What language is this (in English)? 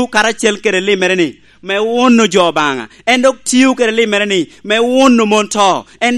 Lango (Uganda)